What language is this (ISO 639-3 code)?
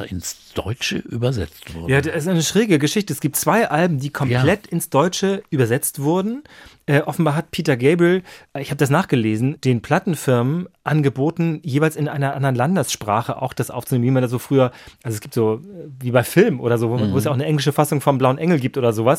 deu